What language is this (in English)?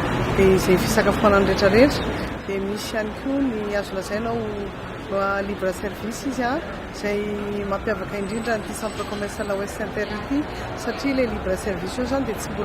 Malagasy